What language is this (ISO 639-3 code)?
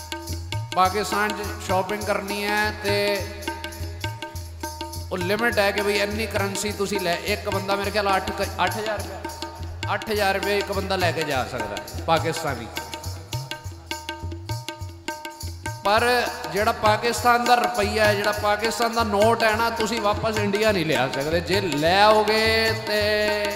pan